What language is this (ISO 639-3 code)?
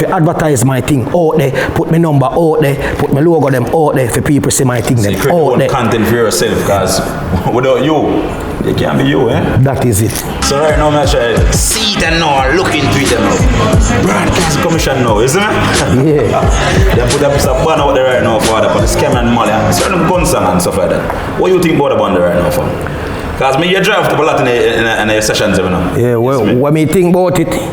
jam